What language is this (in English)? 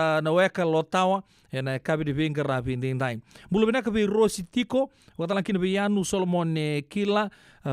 Fijian